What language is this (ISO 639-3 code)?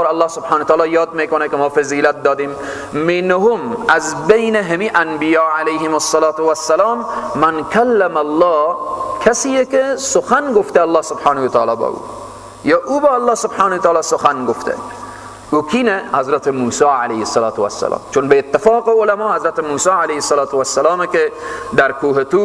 fas